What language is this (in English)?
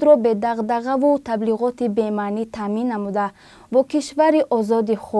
Tajik